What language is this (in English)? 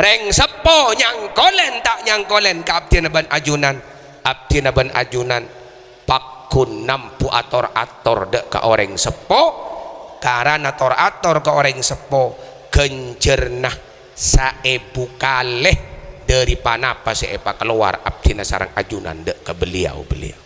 Madurese